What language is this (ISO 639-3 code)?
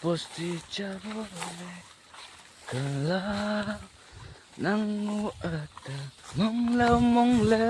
nag